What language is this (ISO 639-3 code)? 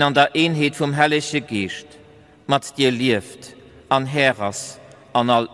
ltz